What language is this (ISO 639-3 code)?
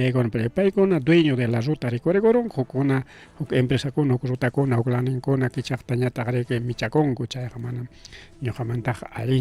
quy